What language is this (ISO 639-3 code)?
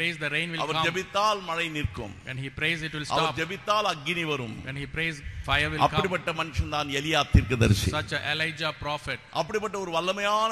tam